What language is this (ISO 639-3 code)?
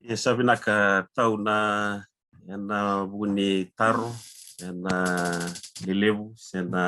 fij